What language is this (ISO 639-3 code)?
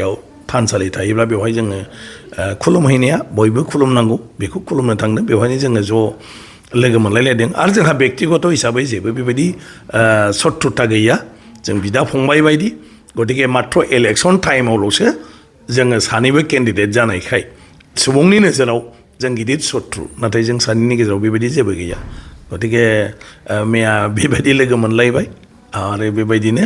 brx